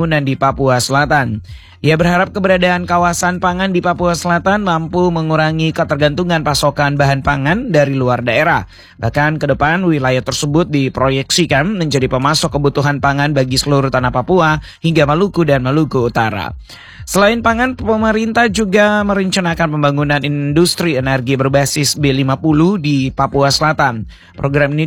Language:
Indonesian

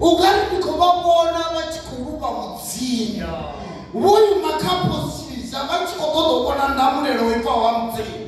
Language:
Venda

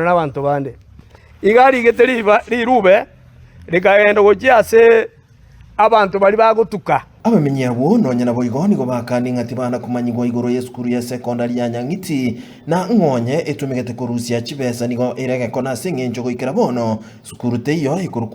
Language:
Gusii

